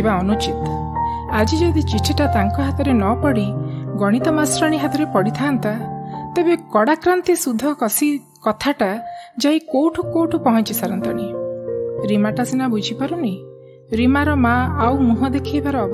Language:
Odia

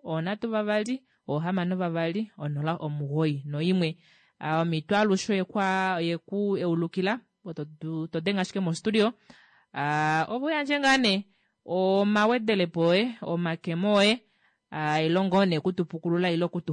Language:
Kuanyama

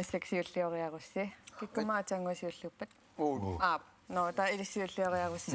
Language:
Kalaallisut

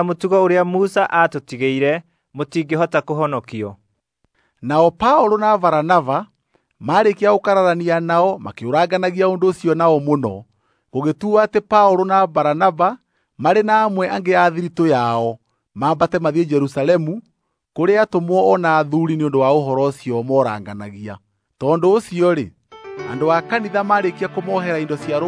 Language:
Kikuyu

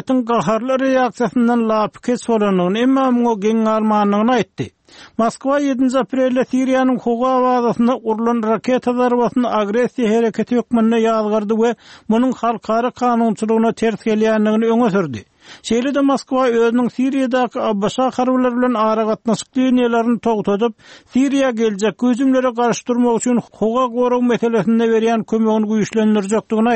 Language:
Turkmen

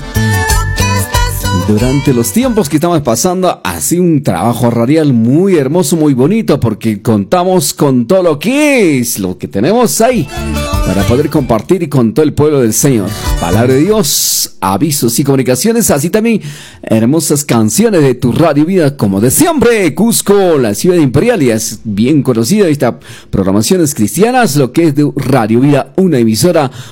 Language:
Spanish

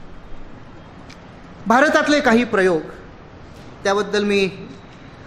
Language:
Marathi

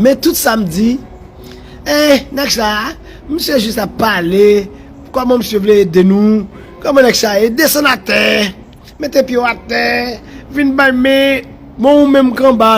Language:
Haitian Creole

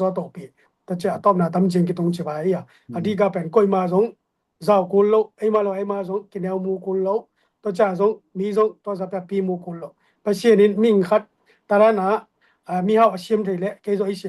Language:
Tedim Chin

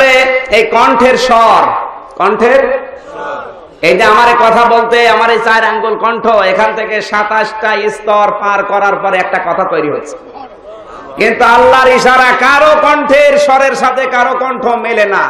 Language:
Bangla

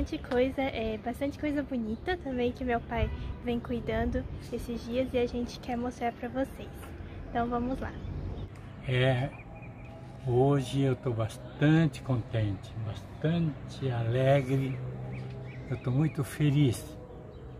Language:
Portuguese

